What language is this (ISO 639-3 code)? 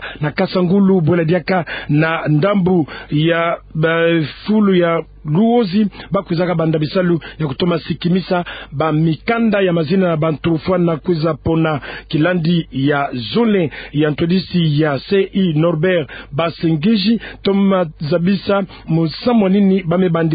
ktu